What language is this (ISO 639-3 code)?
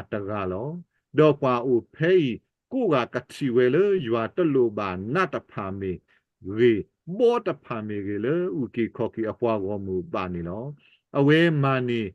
ksw